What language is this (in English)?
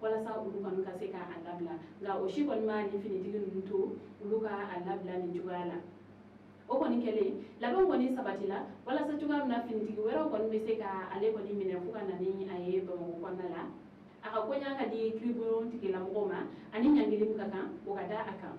Bambara